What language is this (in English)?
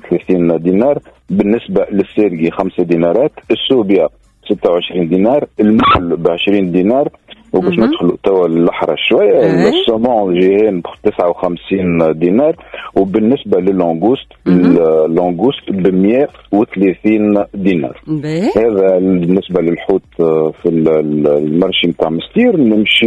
Tunisian Arabic